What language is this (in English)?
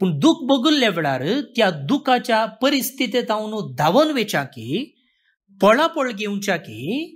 Konkani